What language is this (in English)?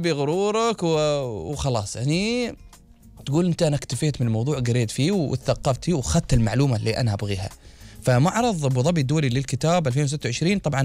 Gulf Arabic